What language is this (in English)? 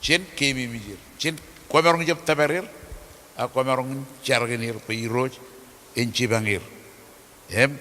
Marshallese